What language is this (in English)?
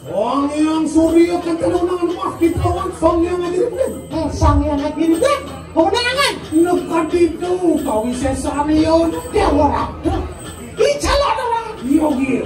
Balinese